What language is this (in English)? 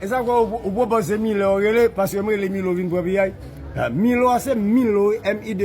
Haitian Creole